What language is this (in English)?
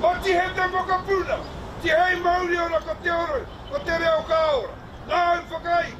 Māori